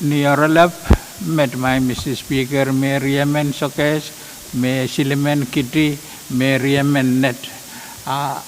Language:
Pohnpeian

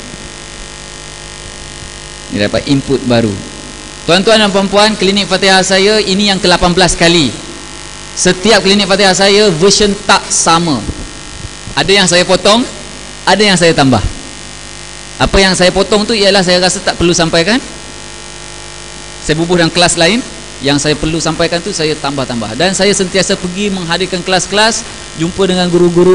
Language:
Malay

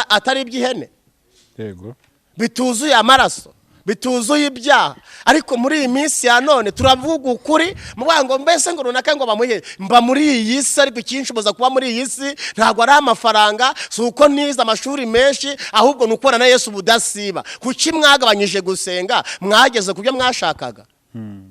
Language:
Kinyarwanda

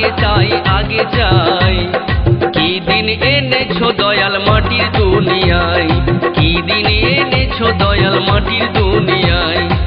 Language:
Bangla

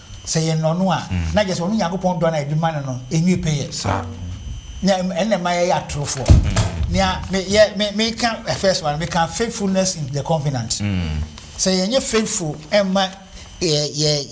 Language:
Akan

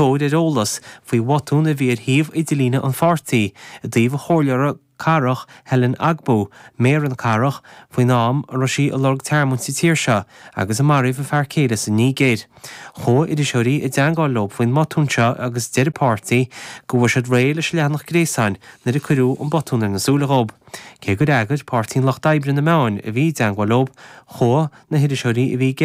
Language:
Irish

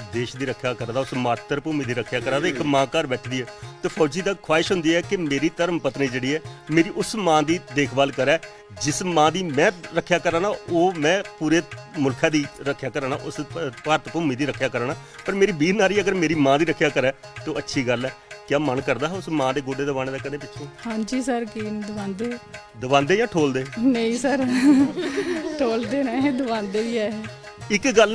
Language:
Dogri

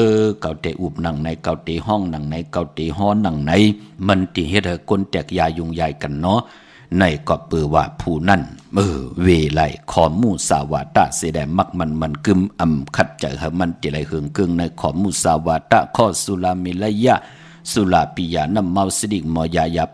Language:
Shan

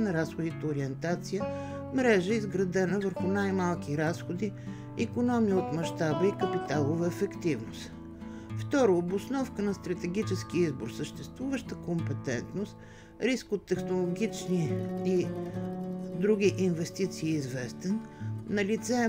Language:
Bulgarian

